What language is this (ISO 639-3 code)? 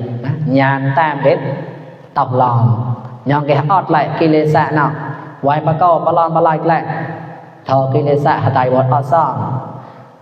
mnw